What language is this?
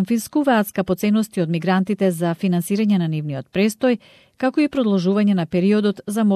Macedonian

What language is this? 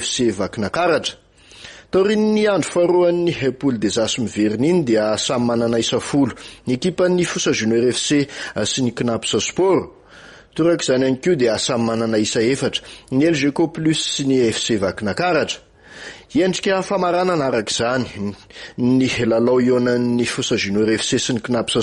Malagasy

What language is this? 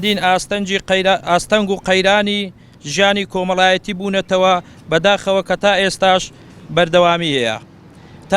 Central Kurdish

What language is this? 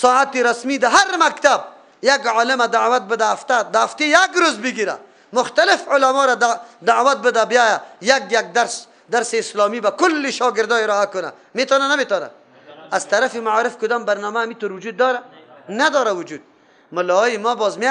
Persian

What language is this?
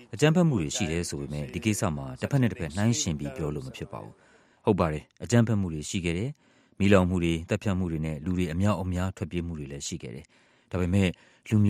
Burmese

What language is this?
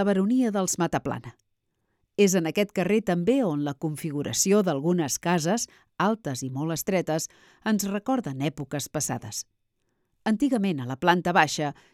Catalan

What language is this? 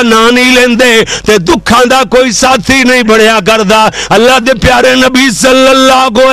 Western Panjabi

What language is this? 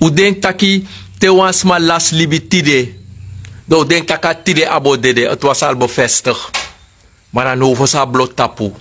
Sranan Tongo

